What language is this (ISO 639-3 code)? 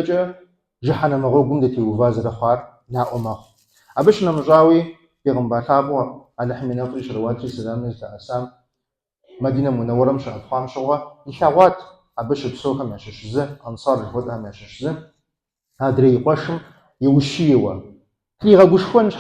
kbd